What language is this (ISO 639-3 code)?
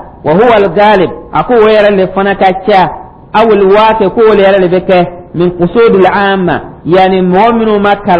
dyu